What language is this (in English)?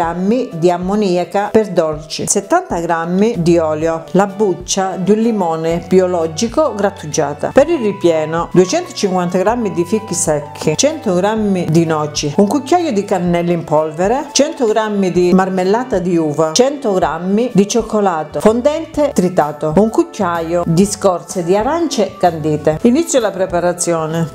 Italian